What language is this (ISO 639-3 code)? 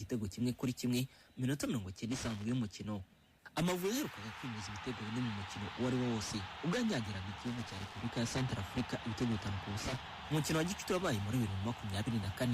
kin